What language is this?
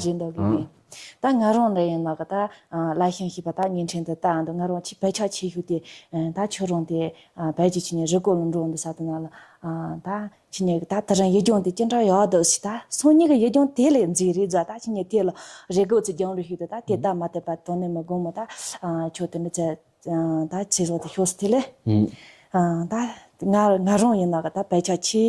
Tibetan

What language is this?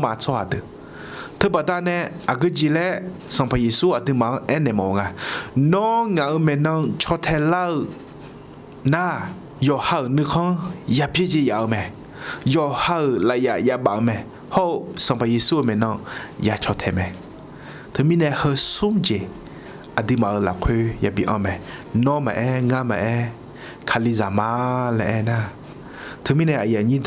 Akha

